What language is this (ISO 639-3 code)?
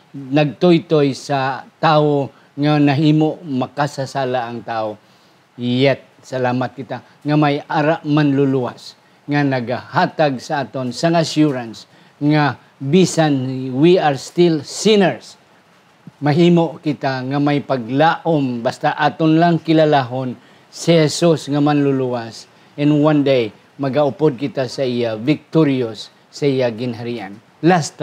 hil